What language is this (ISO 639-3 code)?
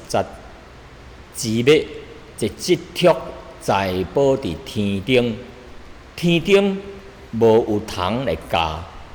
nan